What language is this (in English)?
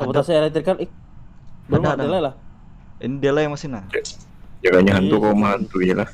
Banjar